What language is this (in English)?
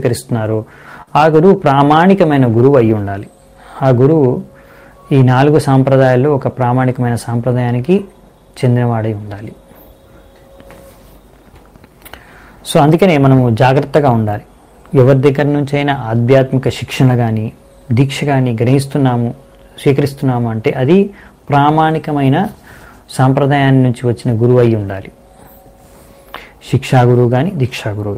Telugu